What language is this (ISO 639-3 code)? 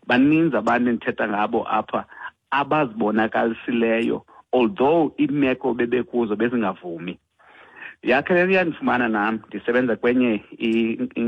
xho